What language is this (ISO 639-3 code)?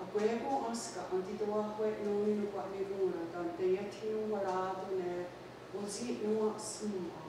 moh